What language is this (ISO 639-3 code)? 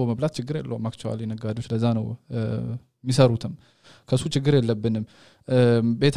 amh